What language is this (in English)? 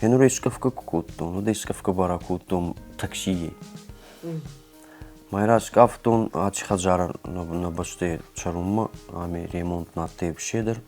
Ossetic